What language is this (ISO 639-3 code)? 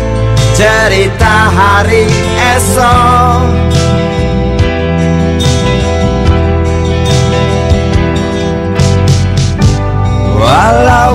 ind